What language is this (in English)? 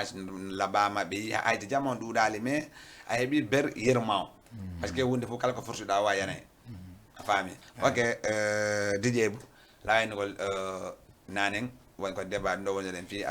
Fula